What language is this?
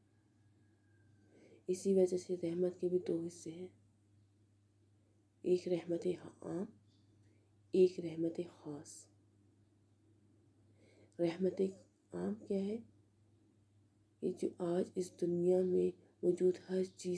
Urdu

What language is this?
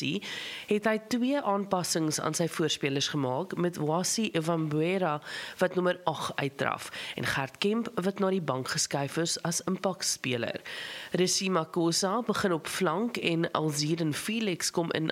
Afrikaans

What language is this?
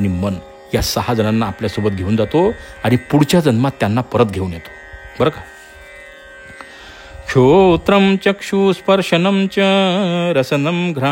Marathi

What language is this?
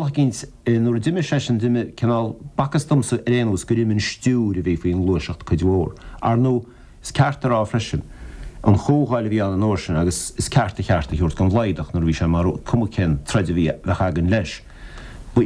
Irish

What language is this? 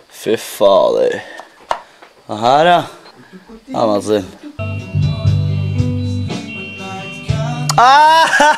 Norwegian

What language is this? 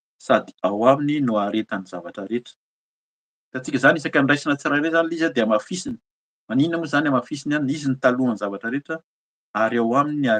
Malagasy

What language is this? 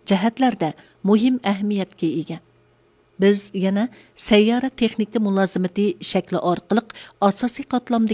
Uyghur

